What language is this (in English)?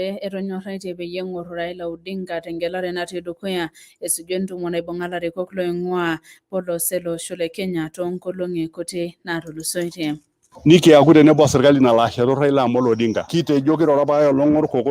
Masai